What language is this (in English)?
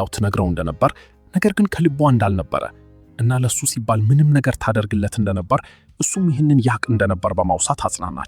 Amharic